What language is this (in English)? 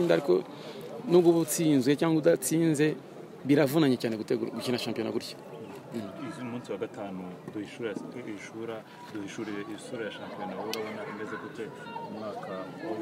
Kinyarwanda